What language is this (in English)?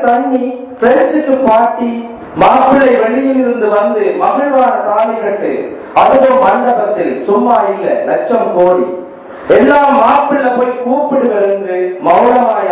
Tamil